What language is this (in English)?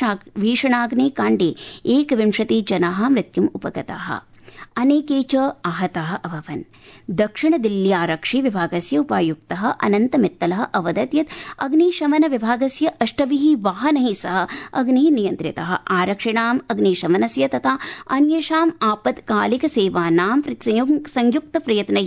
Sanskrit